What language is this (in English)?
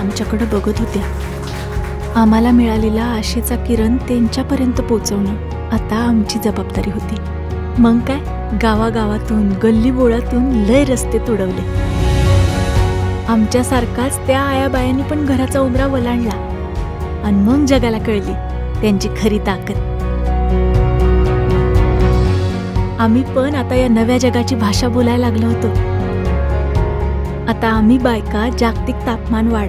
Marathi